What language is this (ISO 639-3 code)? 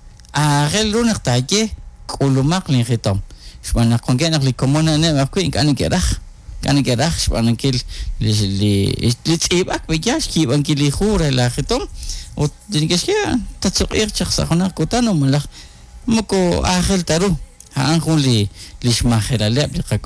kek